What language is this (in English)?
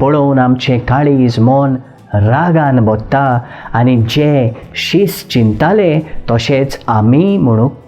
Konkani